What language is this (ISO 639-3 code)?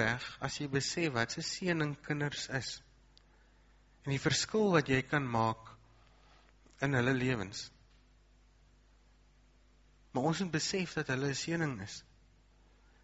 afr